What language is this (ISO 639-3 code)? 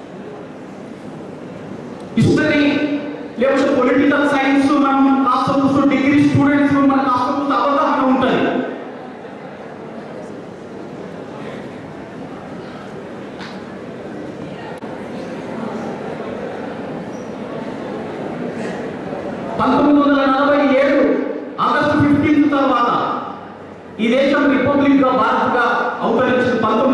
tel